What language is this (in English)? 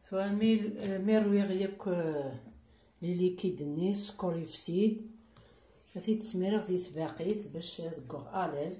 Kabyle